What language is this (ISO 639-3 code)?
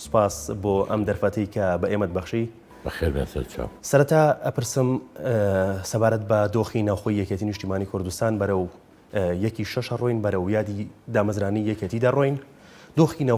ckb